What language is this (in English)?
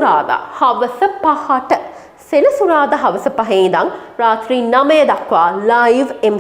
Sinhala